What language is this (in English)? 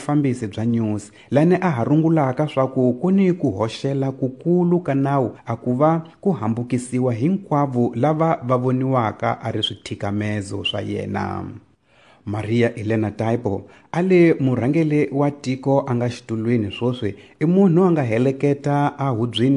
Tsonga